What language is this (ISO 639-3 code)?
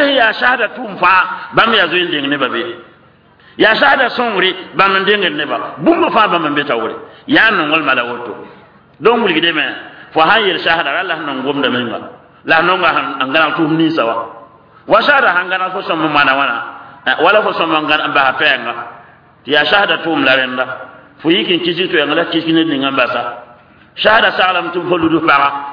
mos